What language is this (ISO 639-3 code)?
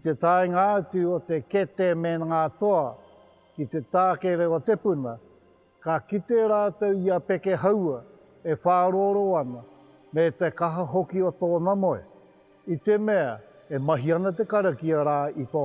mri